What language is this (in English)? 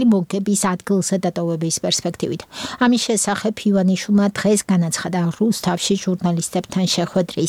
Georgian